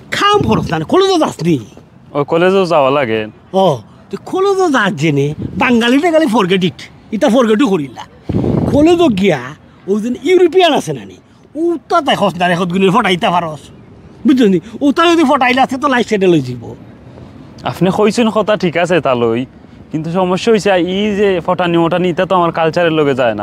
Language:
Sylheti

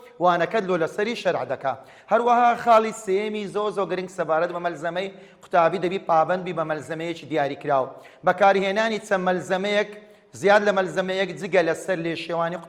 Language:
Central Kurdish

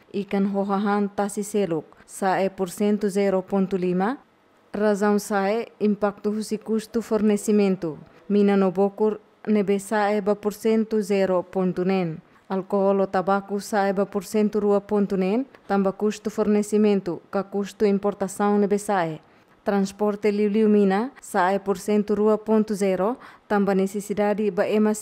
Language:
Tetum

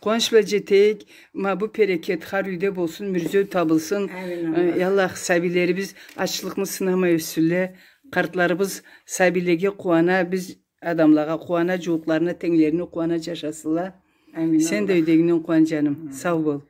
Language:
Karachay-Balkar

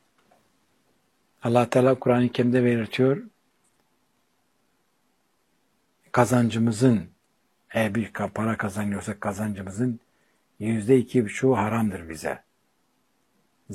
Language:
Turkish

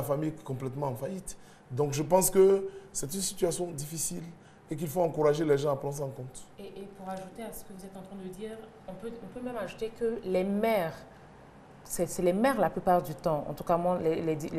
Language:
French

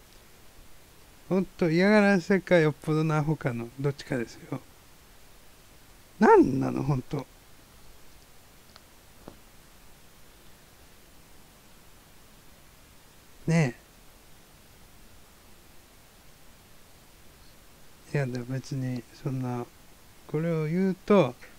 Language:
Japanese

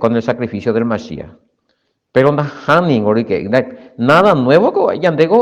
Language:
Guarani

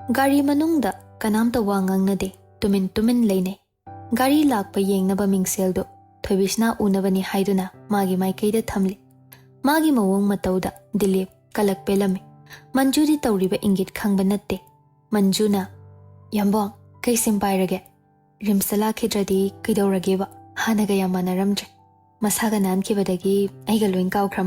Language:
Manipuri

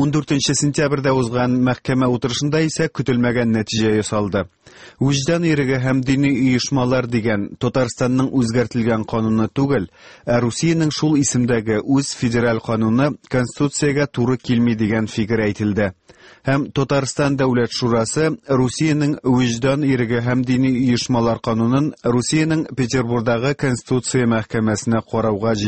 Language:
Tatar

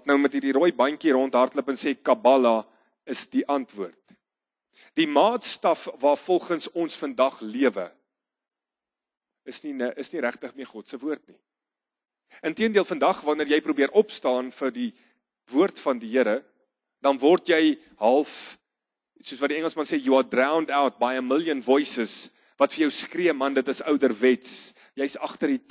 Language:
Afrikaans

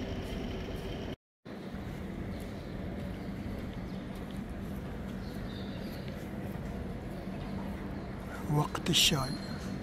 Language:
Gulf Arabic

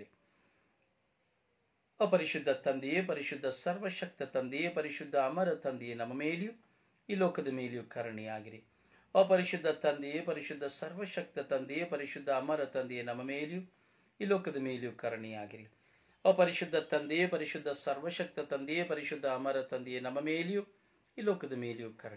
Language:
Kannada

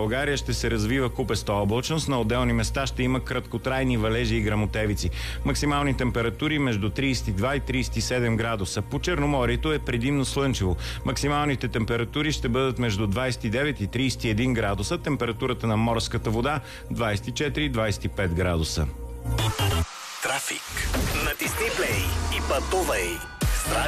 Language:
Bulgarian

